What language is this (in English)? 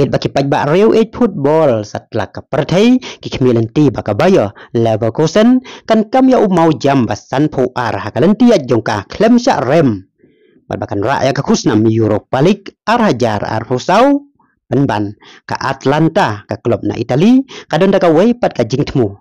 Khasi